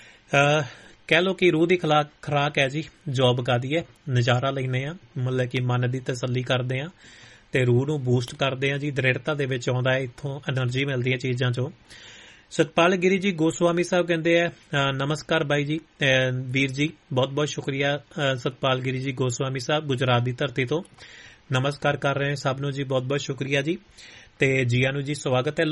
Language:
Punjabi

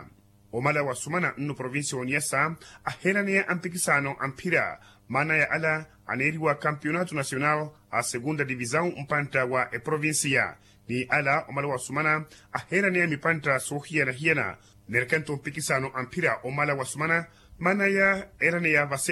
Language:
Makhuwa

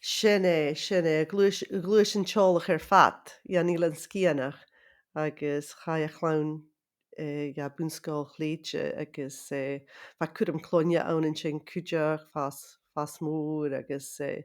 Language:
Scottish Gaelic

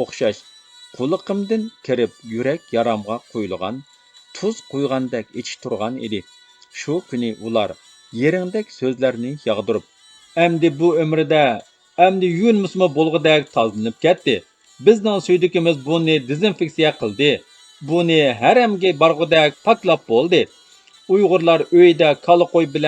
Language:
Uyghur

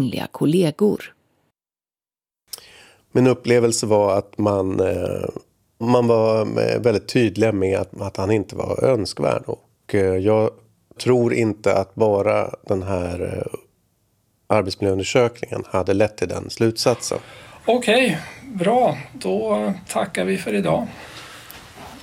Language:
Swedish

